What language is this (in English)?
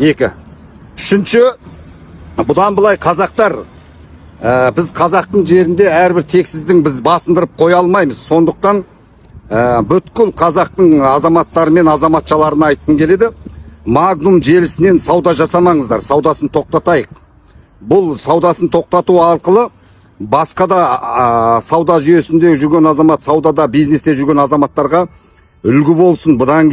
Kazakh